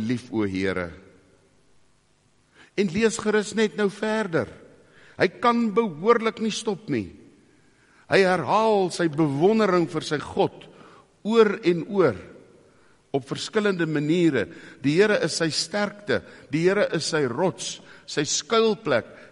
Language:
Afrikaans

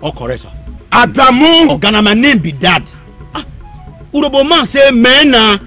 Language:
Nigerian Pidgin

